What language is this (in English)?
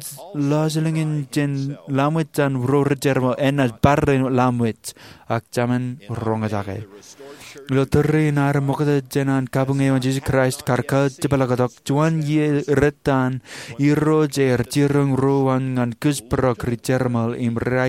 Marshallese